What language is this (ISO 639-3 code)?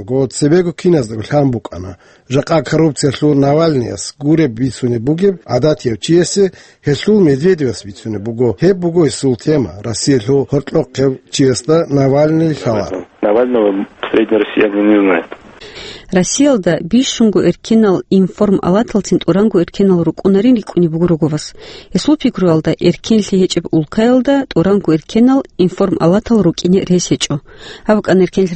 ava